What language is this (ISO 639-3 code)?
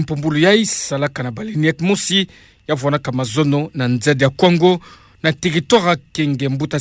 ktu